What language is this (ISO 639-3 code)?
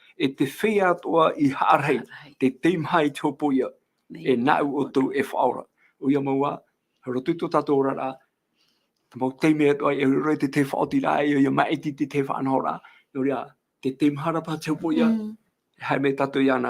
tah